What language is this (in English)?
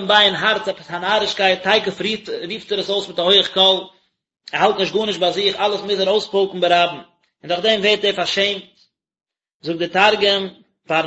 Yiddish